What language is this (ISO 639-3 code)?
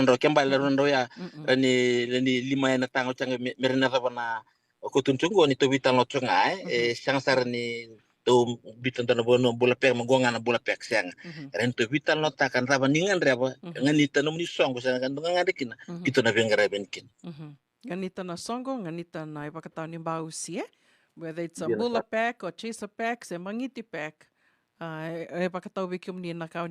fij